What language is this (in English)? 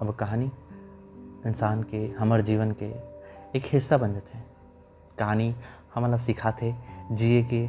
Chhattisgarhi